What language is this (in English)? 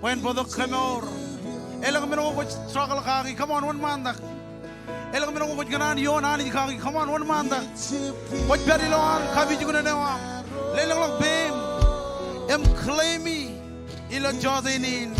Marshallese